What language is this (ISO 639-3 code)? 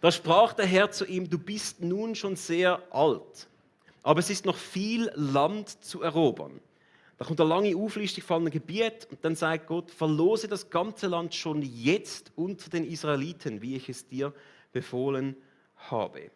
gsw